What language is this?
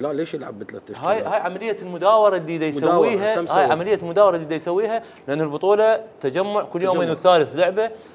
Mesopotamian Arabic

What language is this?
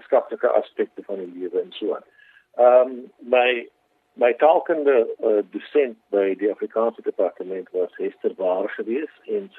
Afrikaans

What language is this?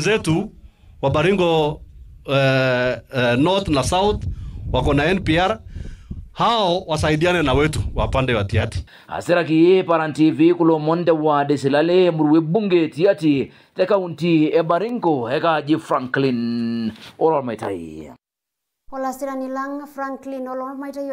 Masai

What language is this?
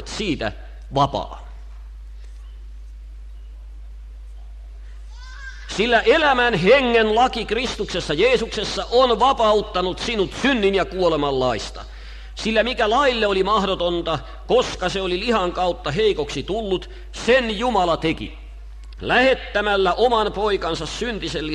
Finnish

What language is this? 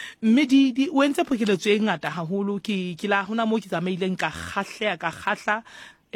Southern Sotho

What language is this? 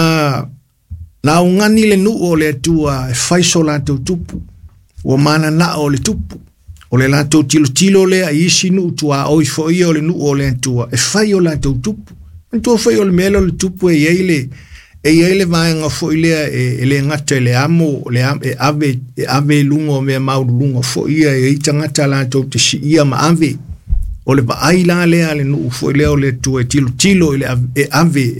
Samoan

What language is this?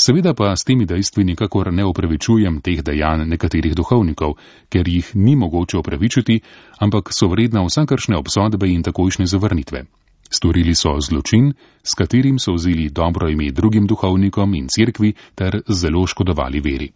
Slovenian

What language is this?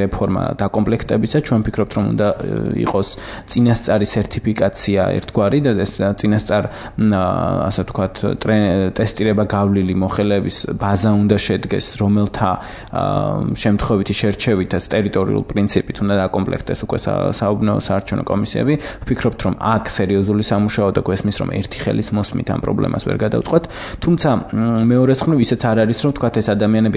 Georgian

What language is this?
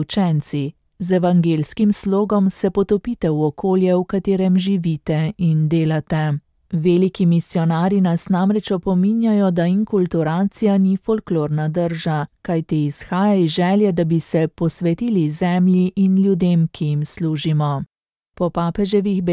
Slovenian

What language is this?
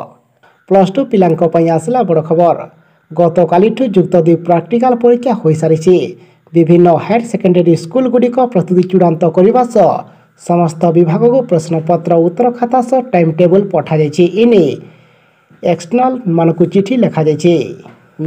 Odia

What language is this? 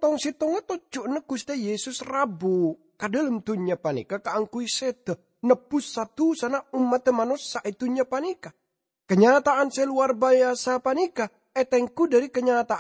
Madurese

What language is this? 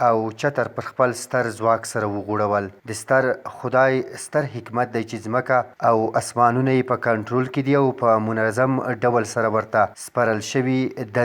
Pashto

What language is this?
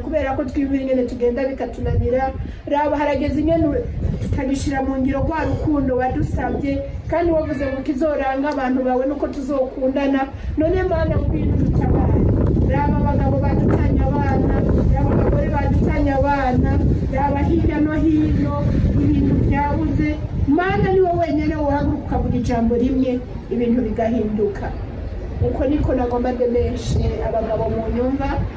Rundi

